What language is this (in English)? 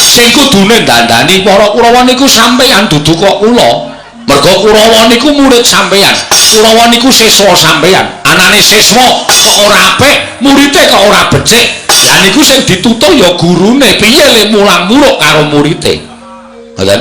Javanese